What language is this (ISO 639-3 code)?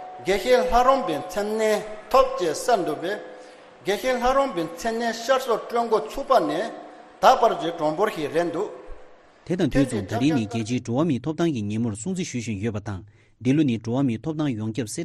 bod